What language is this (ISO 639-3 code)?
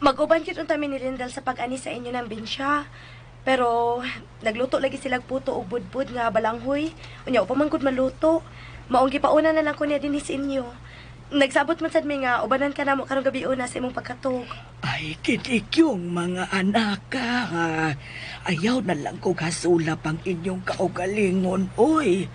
ceb